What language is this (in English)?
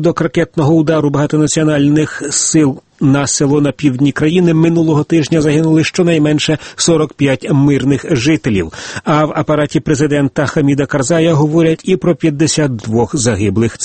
Ukrainian